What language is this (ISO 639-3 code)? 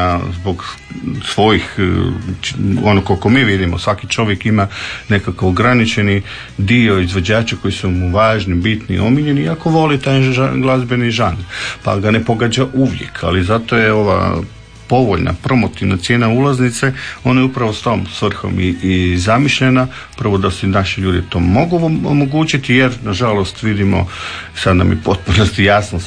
hrv